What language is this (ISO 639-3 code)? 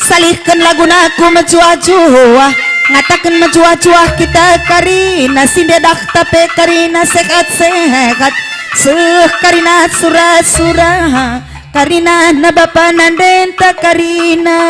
btx